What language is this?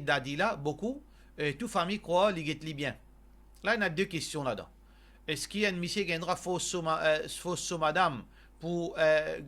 Morisyen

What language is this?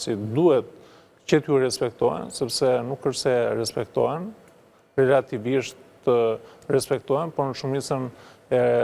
Albanian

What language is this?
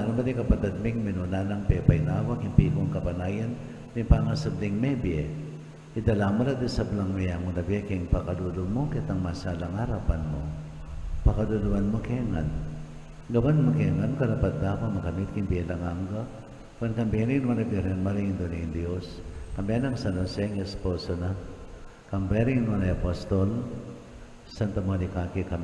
Pampanga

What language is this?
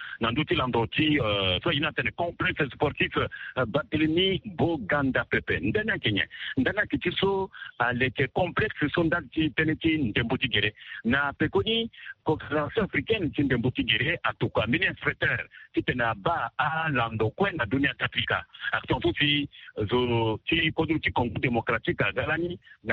Sango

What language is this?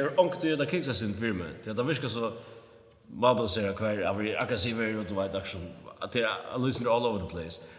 Faroese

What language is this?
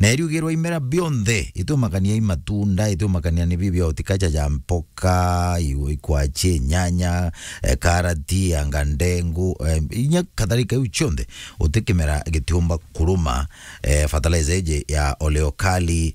Meru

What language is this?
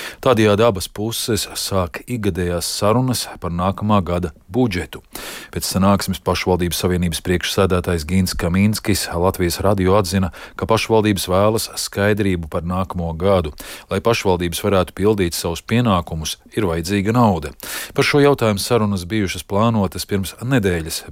Latvian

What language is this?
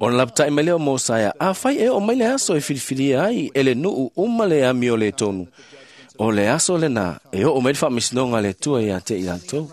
Samoan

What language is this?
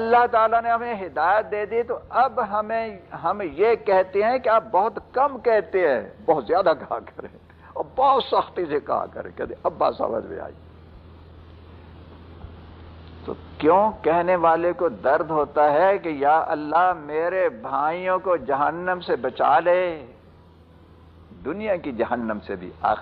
Urdu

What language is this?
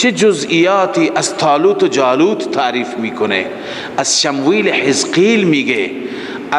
Persian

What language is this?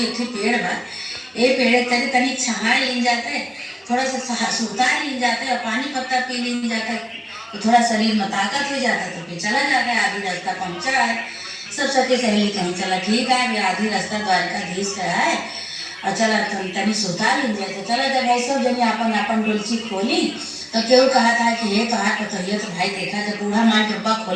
Awadhi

